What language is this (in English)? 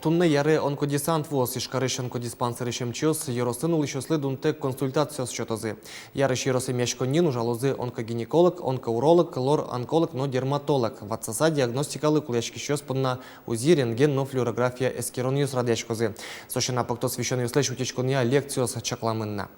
Udmurt